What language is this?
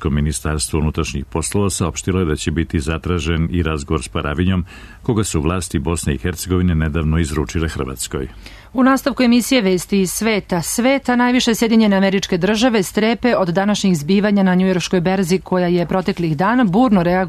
Serbian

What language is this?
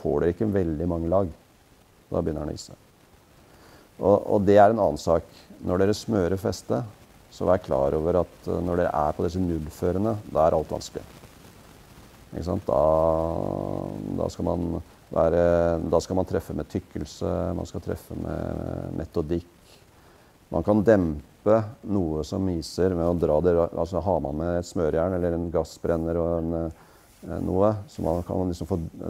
Norwegian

